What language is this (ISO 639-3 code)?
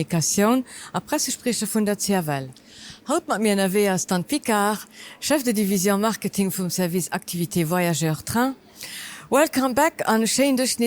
ltz